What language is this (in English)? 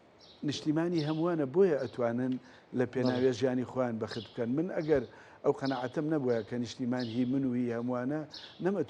Central Kurdish